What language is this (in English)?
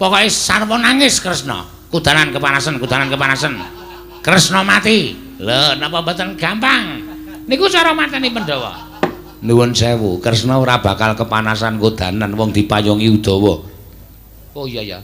Javanese